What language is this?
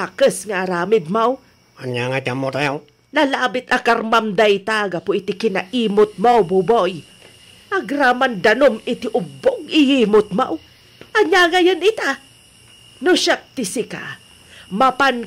Iloko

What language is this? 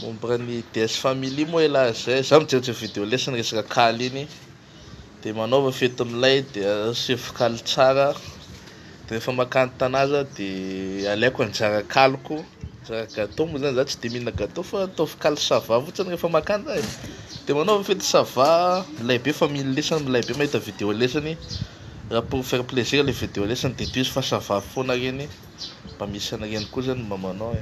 Malagasy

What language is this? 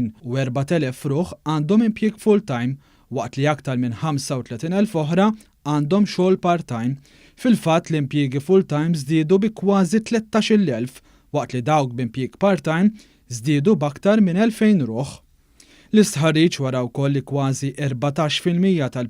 Maltese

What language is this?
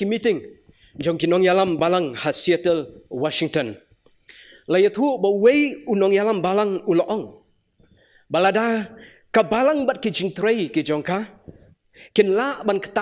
Khasi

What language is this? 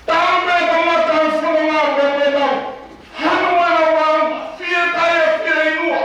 Tongan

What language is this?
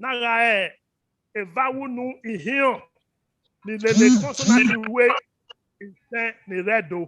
Bini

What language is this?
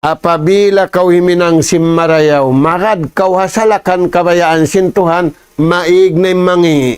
Tausug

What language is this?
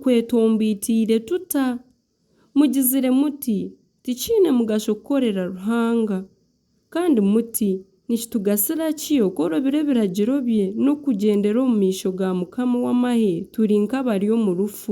Nyankole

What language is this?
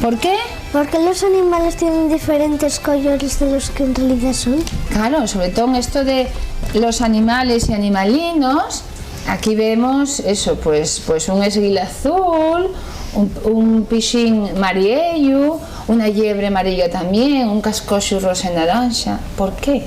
Asturian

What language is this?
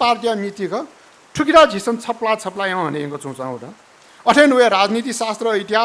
Newari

